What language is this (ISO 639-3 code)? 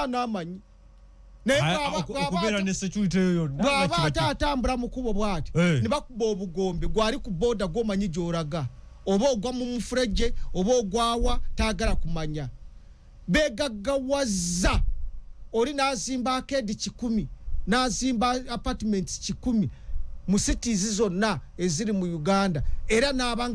lug